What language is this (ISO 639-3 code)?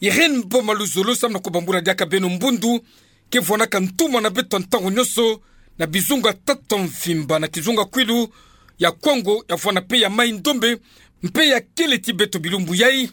ktu